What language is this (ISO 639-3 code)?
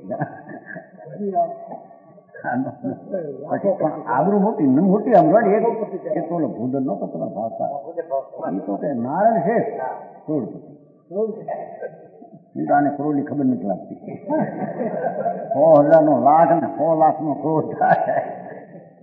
guj